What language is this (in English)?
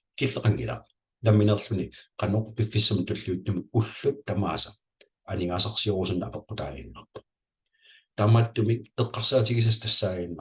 Kalaallisut